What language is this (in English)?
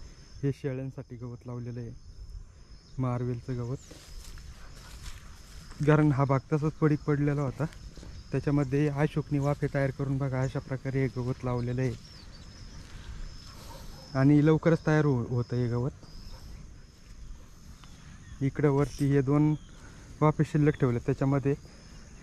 Marathi